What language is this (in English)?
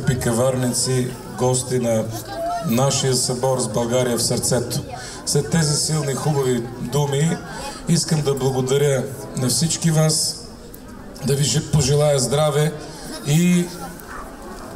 Bulgarian